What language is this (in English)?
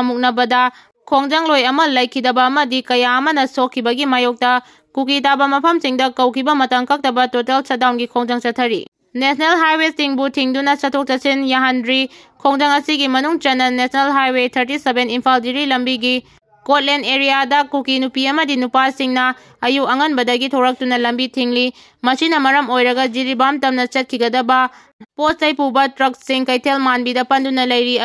Manipuri